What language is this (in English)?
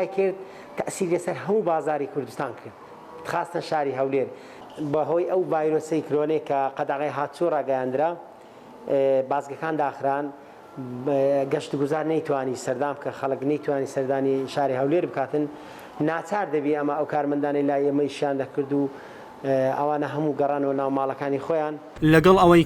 Central Kurdish